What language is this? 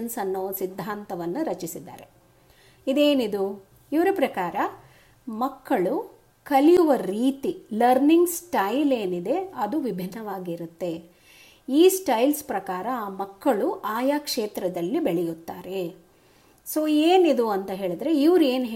Kannada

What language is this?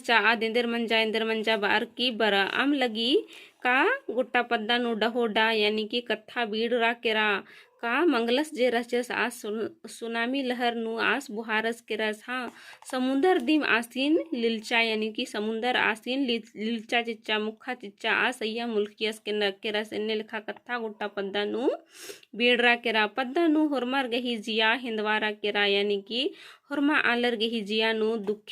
Kurukh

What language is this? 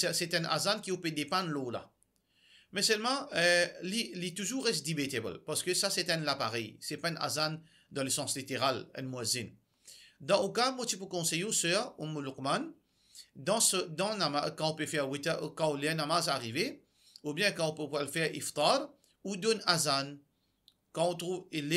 Morisyen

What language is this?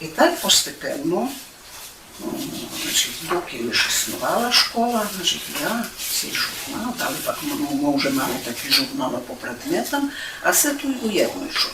Rusyn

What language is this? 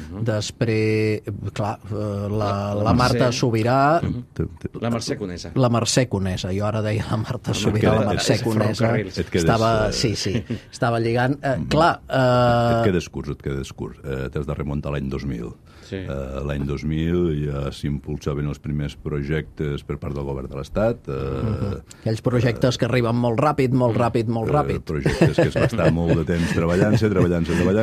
Catalan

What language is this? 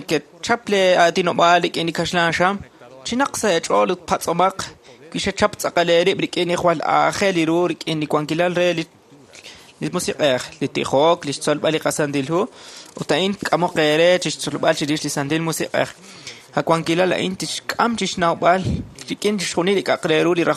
Kekchí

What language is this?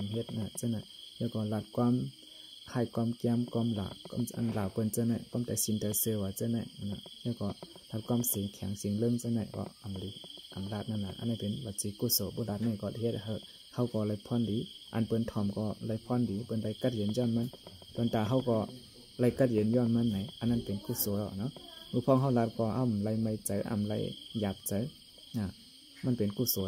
Shan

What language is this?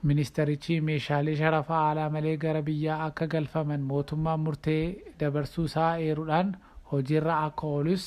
Oromo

